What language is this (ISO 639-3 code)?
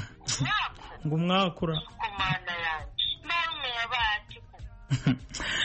kin